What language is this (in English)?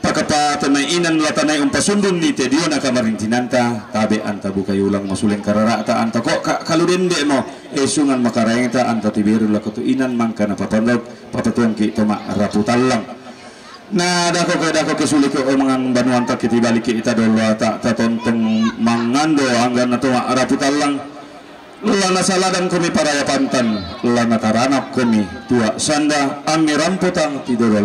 Toraja-Sa'dan